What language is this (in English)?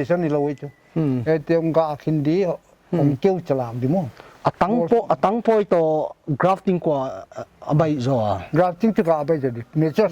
Paite Chin